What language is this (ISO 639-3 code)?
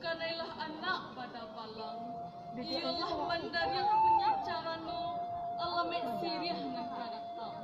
min